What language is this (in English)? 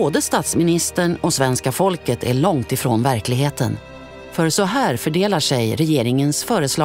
Swedish